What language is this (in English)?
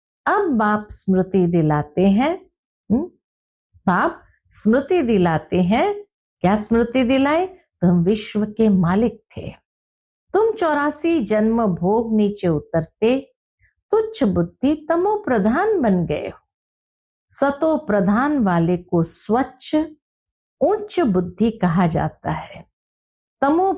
Hindi